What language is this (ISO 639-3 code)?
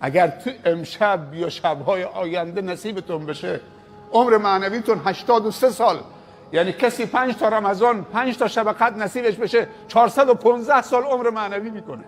fas